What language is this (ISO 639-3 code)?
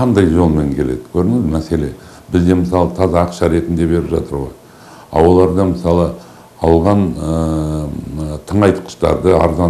kaz